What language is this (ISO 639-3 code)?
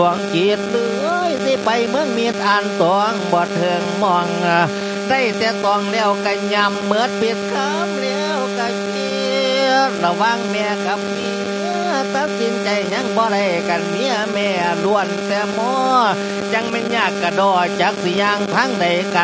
lao